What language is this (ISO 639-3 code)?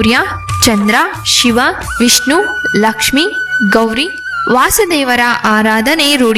kan